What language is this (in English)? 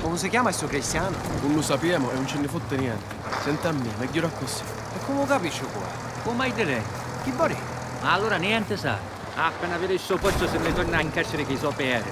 Sicilian